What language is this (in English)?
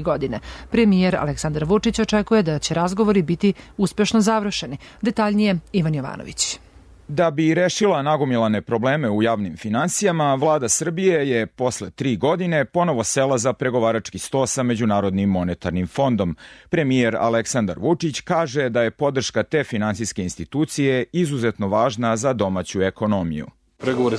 Serbian